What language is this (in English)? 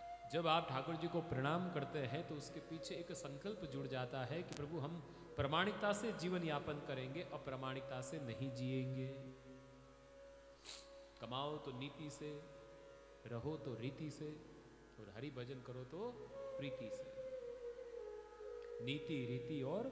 Hindi